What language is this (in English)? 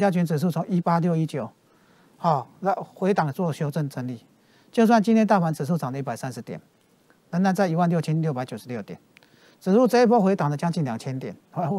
Chinese